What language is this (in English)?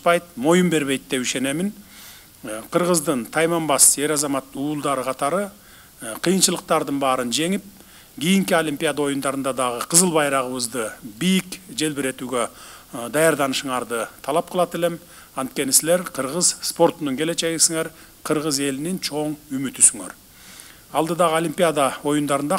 Kyrgyz